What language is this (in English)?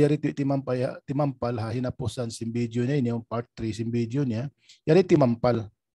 Tausug